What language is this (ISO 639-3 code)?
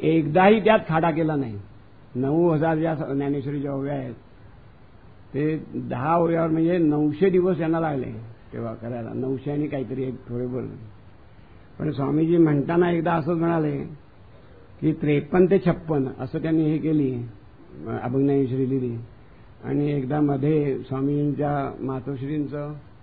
mar